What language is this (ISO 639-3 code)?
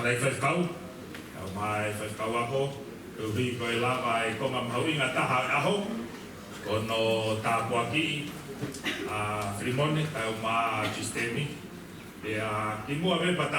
ton